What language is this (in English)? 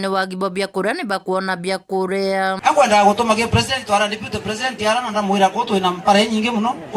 Meru